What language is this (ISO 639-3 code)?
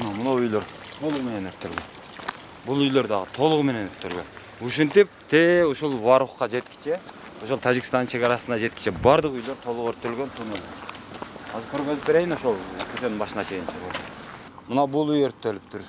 kir